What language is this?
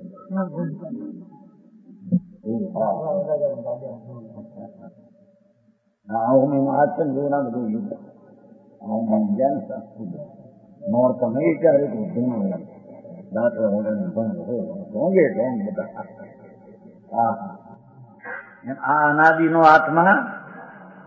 Gujarati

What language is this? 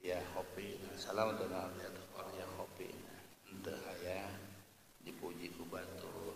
Sundanese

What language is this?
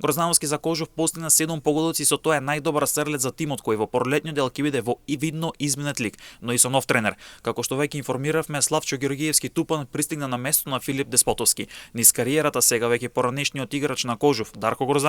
Macedonian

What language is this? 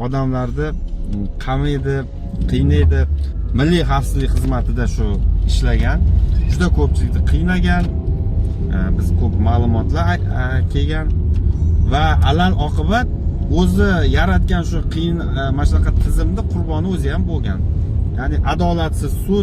Uzbek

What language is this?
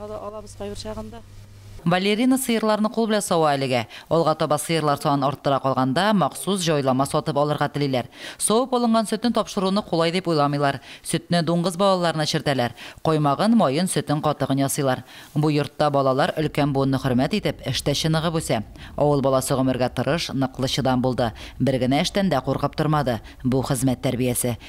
Tatar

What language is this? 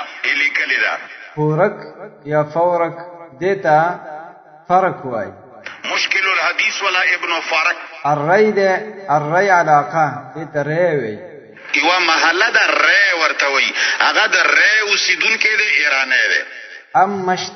Pashto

